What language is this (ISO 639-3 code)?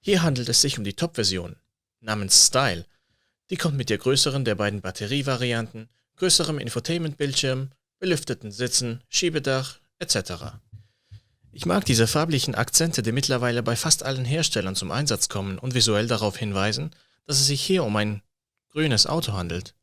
gsw